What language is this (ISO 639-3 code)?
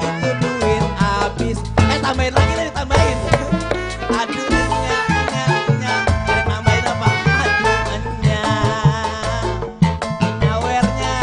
bew